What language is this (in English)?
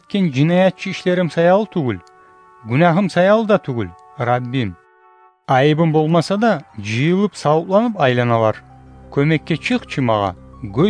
Kumyk